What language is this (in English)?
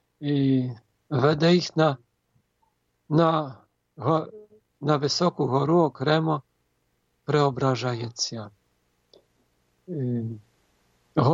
Ukrainian